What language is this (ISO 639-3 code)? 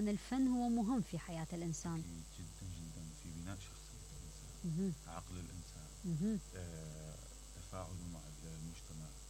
acm